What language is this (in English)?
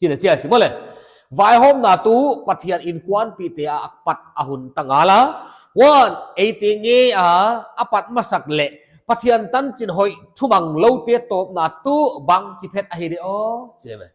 Paite Chin